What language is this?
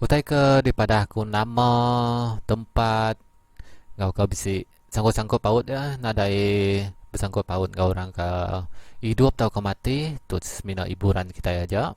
Iban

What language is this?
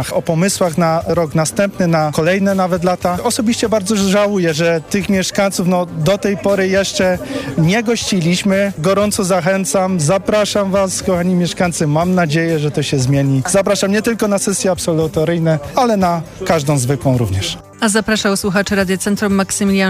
Polish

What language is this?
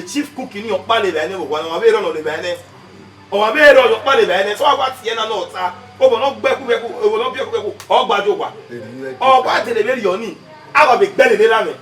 Bini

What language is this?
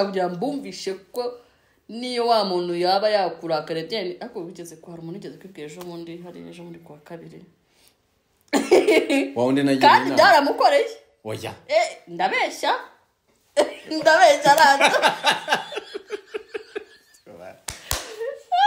Kinyarwanda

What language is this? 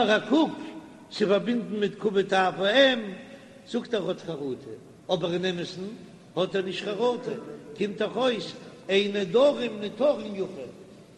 Yiddish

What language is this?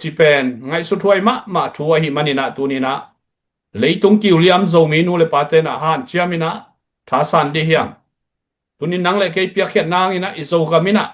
Tedim Chin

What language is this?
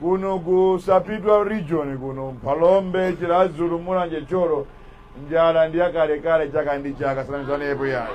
Nyanja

